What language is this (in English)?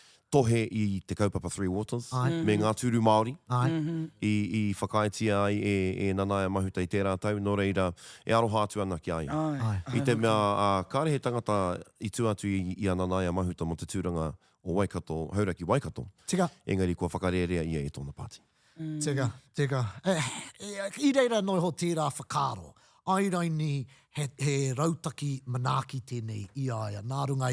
Māori